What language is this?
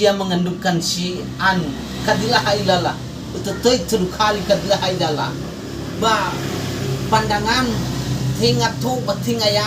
Nias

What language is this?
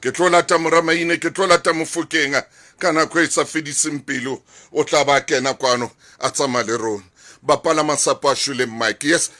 Southern Sotho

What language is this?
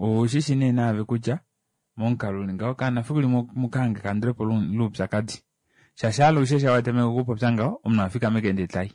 Kuanyama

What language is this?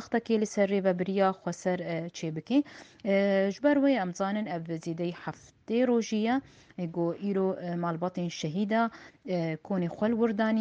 Kurdish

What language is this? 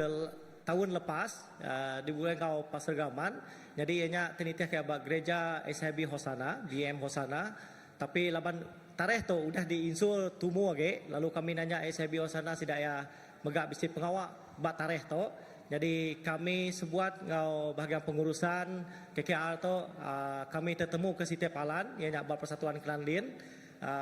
Iban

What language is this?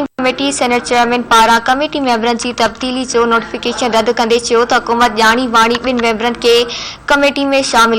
Sindhi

